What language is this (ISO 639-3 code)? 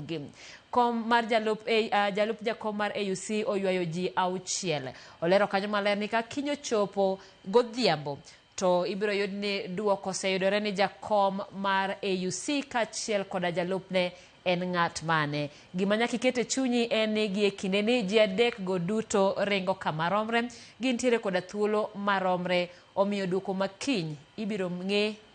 luo